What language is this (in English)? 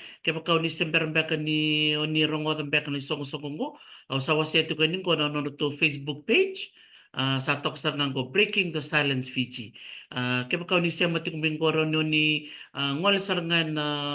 Fijian